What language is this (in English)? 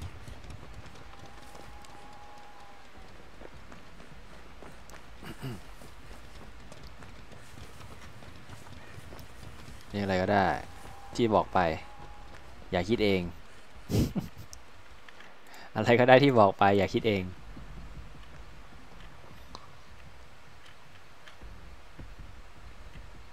Thai